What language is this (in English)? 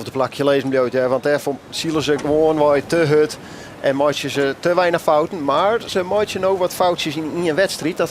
Western Frisian